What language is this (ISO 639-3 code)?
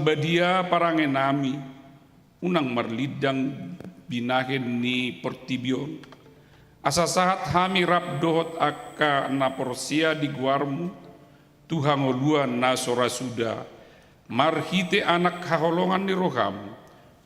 bbc